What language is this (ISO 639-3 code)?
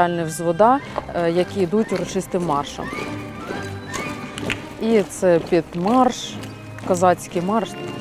ukr